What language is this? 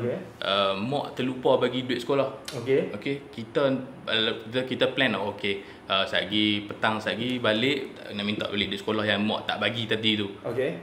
Malay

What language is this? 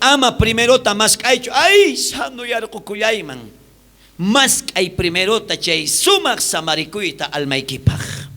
South Bolivian Quechua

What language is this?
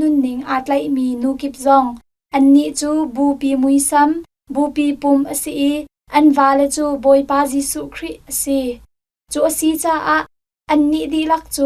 Hakha Chin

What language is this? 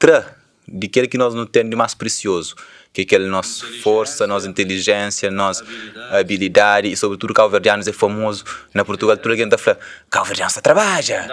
Kabuverdianu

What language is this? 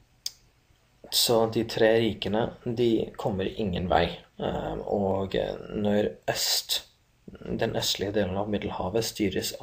Norwegian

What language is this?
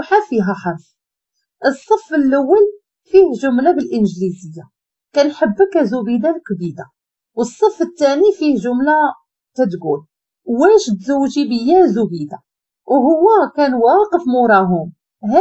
Moroccan Arabic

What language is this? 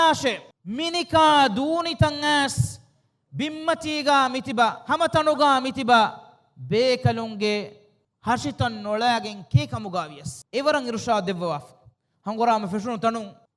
Divehi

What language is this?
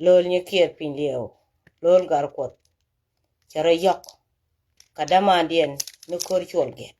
Nuer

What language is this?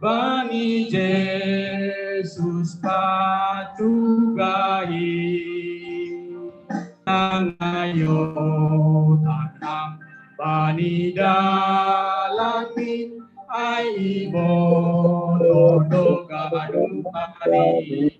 Batak Simalungun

